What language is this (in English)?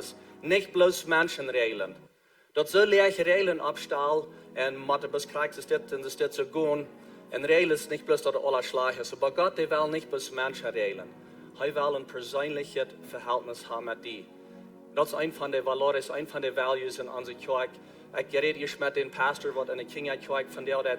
Plautdietsch